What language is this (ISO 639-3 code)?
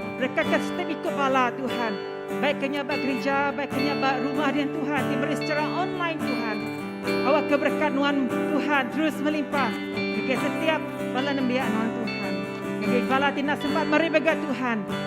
iba